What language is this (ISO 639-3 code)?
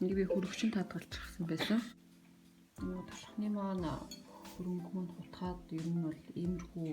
mon